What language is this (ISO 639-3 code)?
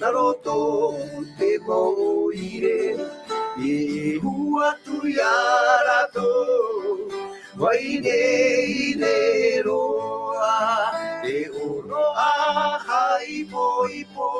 tah